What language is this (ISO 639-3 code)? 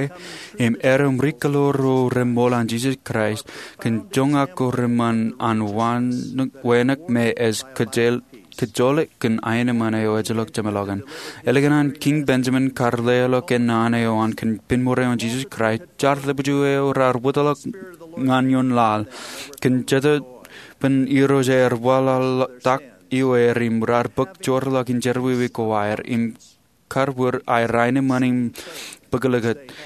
mah